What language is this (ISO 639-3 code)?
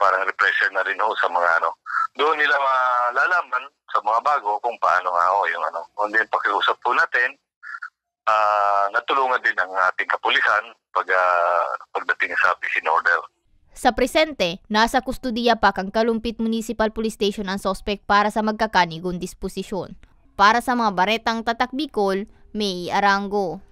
bik